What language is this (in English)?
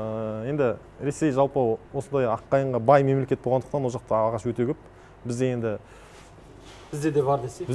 Kazakh